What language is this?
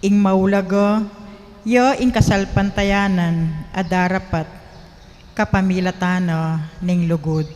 Pampanga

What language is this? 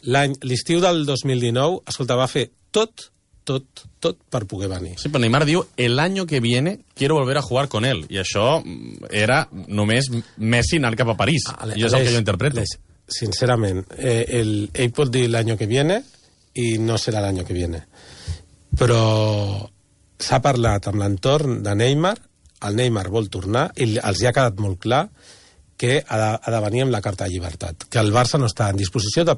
Catalan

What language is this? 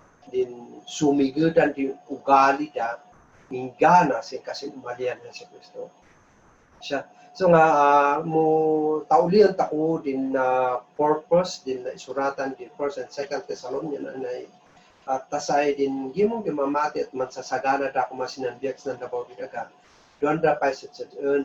Kankanaey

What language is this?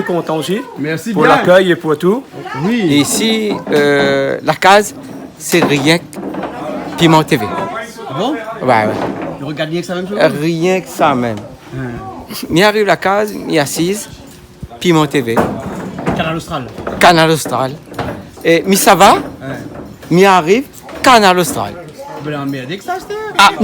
Réunion Creole French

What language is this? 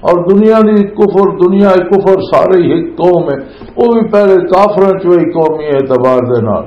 Western Panjabi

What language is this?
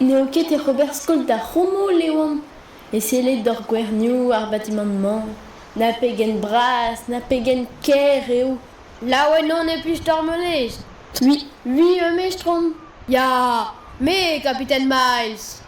Breton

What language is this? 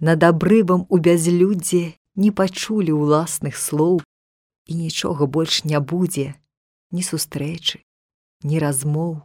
Belarusian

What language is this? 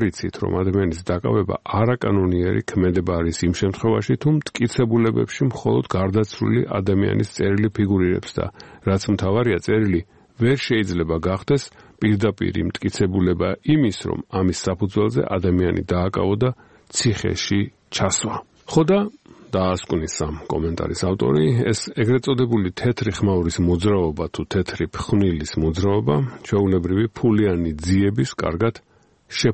Georgian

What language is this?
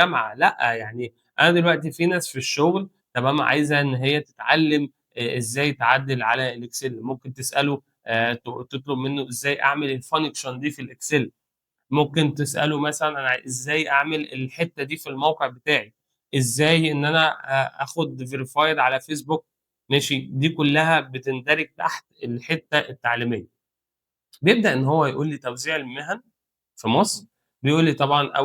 Egyptian Arabic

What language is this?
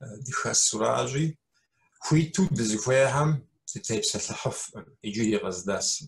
Kabardian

